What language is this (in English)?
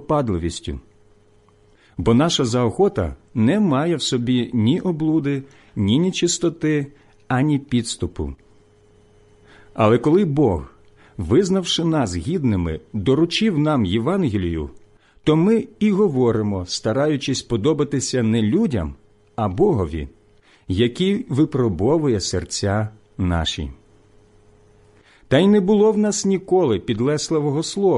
Ukrainian